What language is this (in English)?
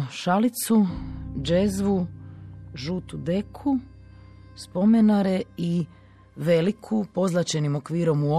Croatian